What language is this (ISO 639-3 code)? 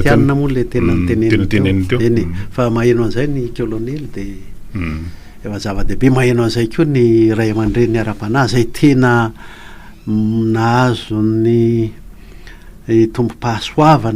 mlg